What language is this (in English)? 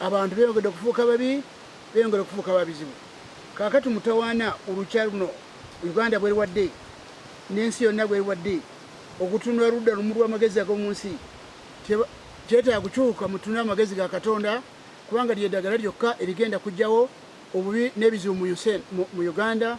Ganda